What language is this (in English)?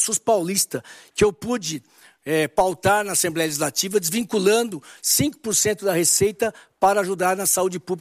Portuguese